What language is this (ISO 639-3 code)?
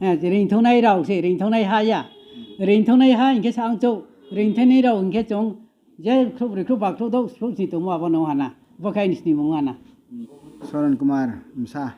ria